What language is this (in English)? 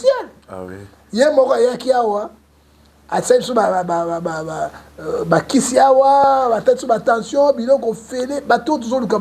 Lingala